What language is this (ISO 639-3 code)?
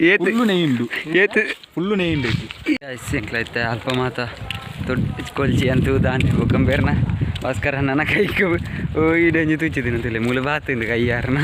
tcy